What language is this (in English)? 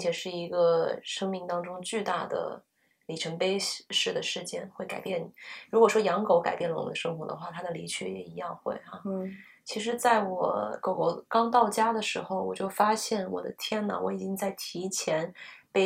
Chinese